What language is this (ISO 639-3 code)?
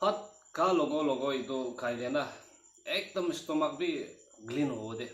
nag